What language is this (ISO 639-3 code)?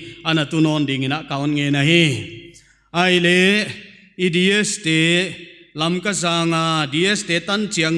pck